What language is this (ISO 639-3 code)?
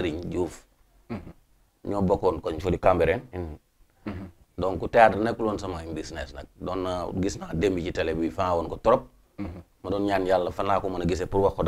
wol